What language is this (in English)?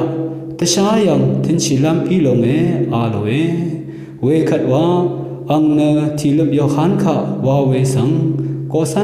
Rawang